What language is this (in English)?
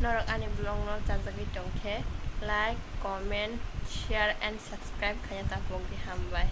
Kok Borok